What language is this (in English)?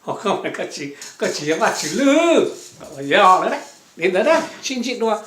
Hmong